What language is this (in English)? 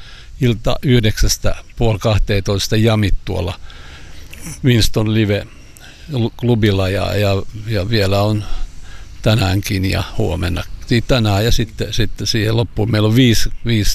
Finnish